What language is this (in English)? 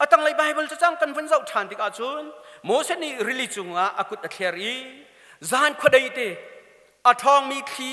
Hakha Chin